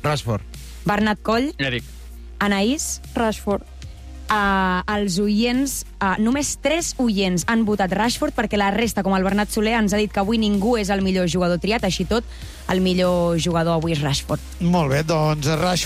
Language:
Catalan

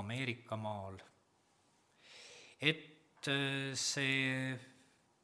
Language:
Estonian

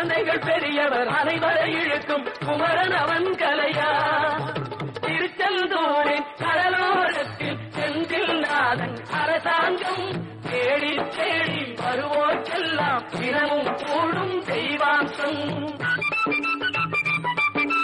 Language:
Tamil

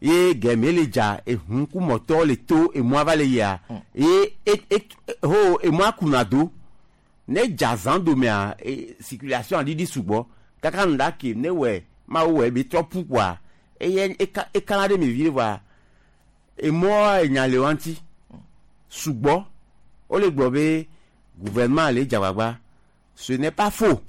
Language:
Gen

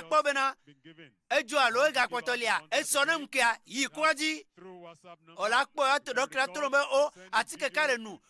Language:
Ewe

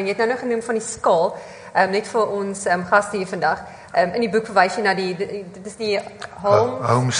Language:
Afrikaans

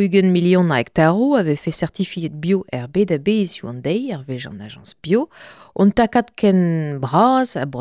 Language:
Breton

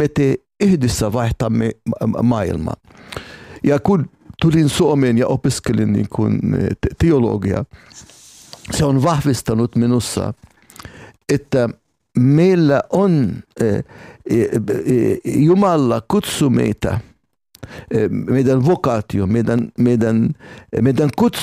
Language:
Finnish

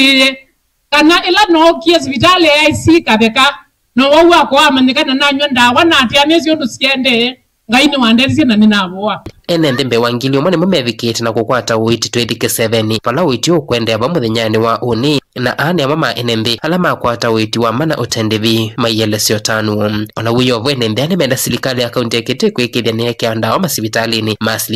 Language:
Kamba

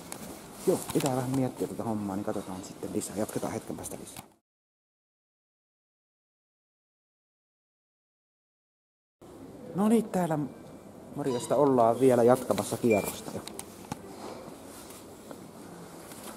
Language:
Finnish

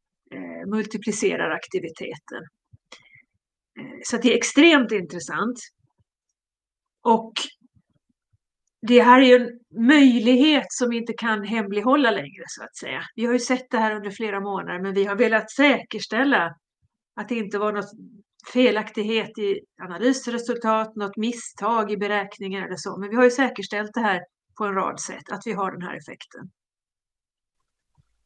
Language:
Swedish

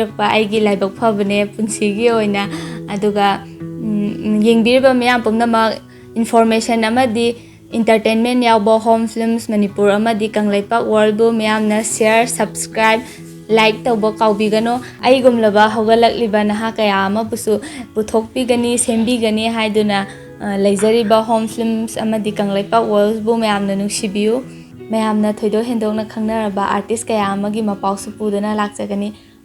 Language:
Manipuri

